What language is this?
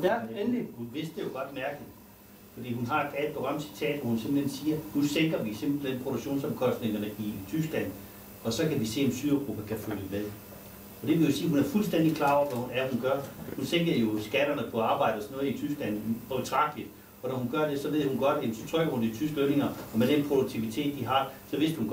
Danish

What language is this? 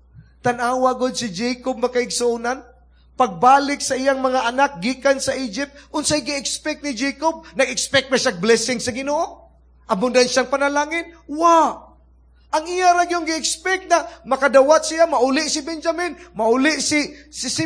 Cebuano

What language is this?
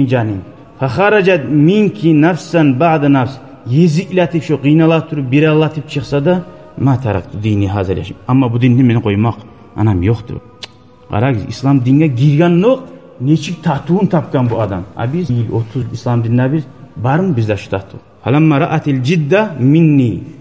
Kumyk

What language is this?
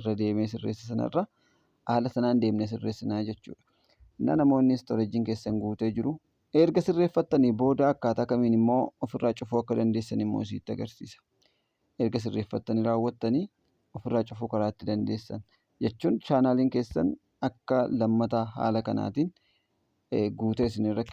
Oromo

